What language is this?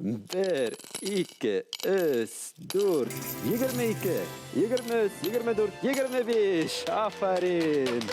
Bashkir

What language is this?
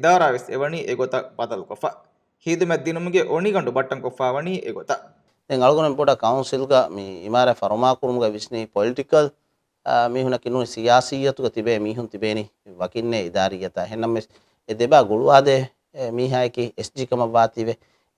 Divehi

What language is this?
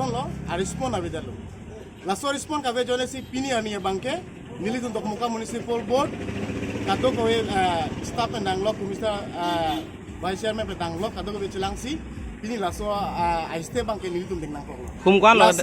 Karbi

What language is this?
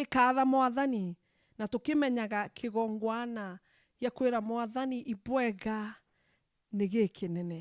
Meru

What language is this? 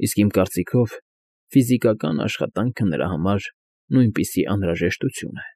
Armenian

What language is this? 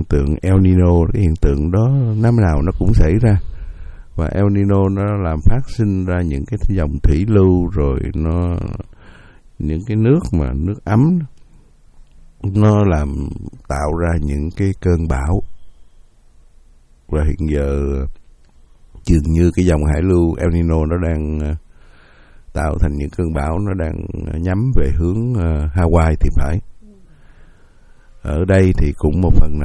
Vietnamese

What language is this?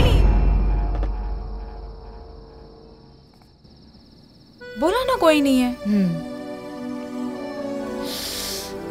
Hindi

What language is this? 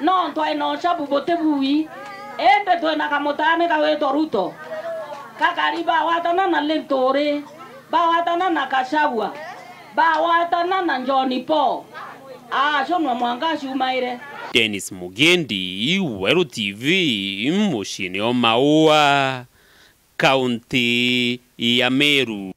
Meru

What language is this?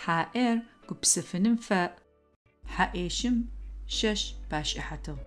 Adyghe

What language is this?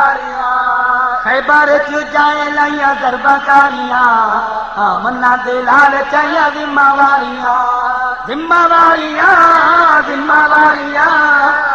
Saraiki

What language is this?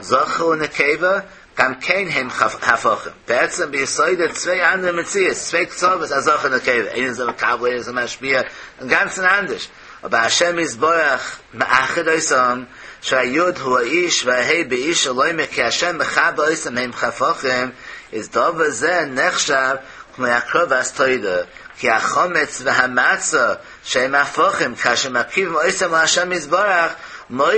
Yiddish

